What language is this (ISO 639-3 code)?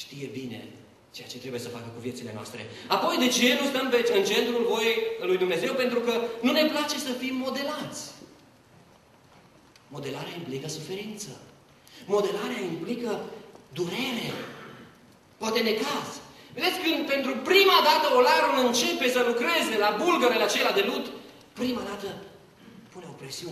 ron